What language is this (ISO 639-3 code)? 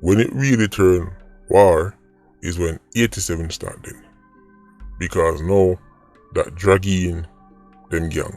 jam